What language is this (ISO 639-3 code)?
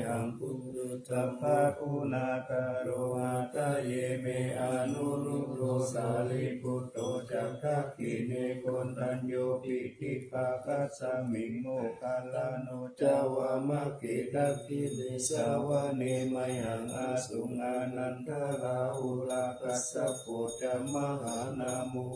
pli